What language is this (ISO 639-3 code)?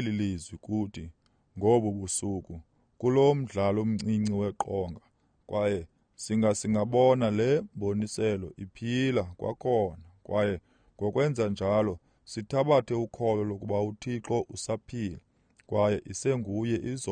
xho